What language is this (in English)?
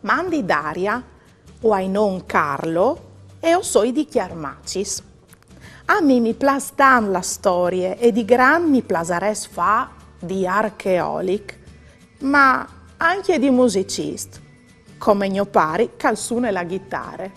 Friulian